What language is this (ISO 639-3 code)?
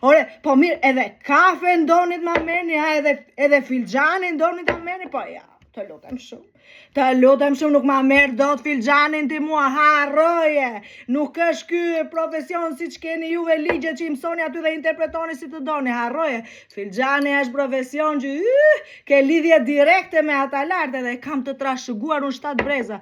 sqi